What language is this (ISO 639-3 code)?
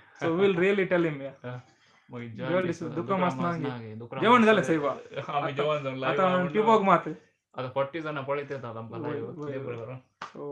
kok